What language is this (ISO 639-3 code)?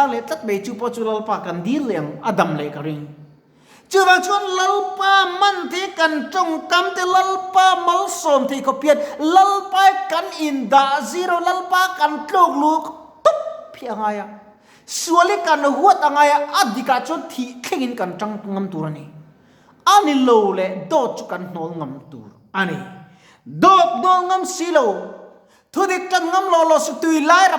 lus